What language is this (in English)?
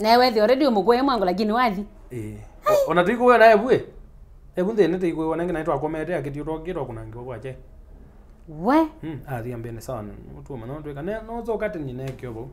Kamba